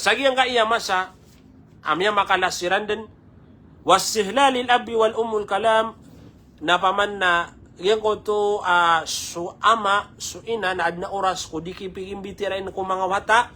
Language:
Maranao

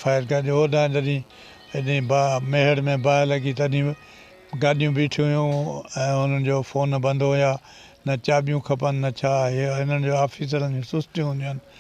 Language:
Sindhi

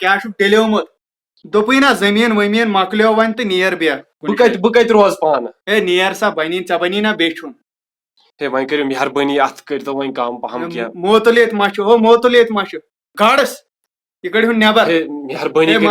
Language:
Kashmiri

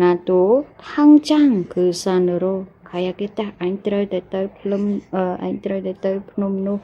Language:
Khmer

